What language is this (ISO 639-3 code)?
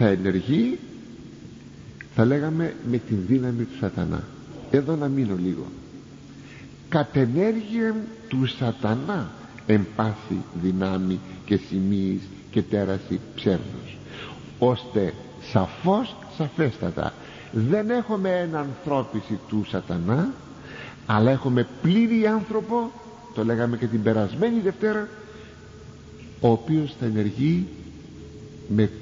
ell